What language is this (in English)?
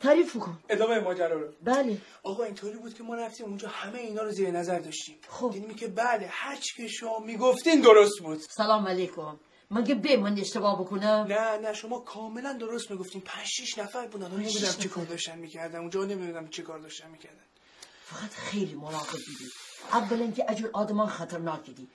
Gilaki